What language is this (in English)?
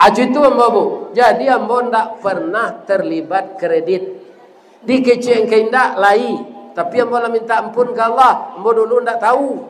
Minangkabau